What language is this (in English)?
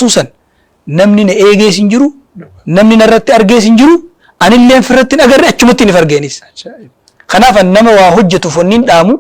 Oromo